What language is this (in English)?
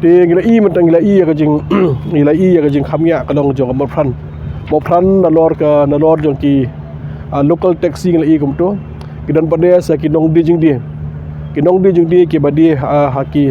Khasi